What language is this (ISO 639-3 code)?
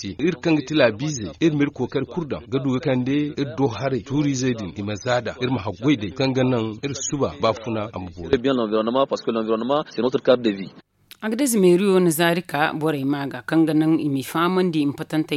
dje